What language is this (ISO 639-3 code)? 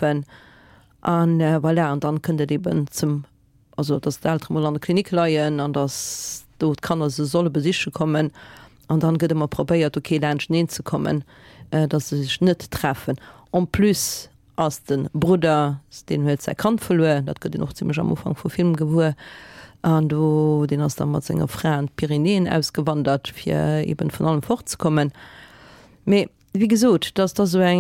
ltz